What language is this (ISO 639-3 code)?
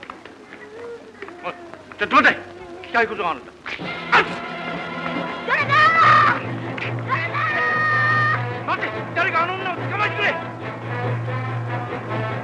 jpn